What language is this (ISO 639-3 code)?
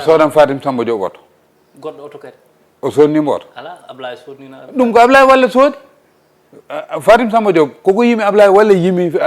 ful